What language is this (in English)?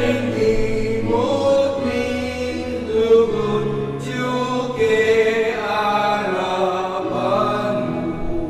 Pampanga